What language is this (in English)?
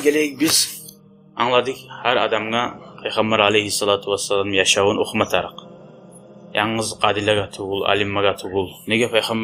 Kumyk